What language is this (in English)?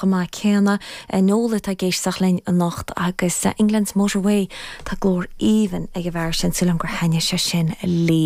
Irish